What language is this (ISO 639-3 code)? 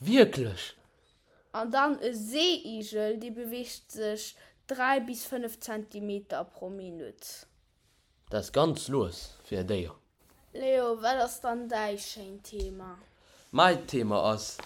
ltz